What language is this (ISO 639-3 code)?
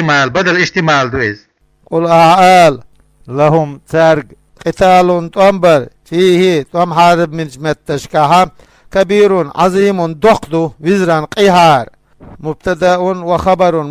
che